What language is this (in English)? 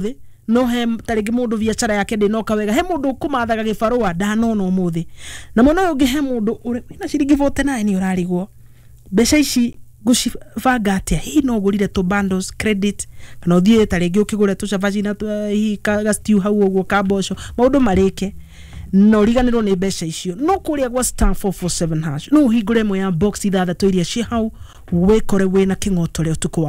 Kikuyu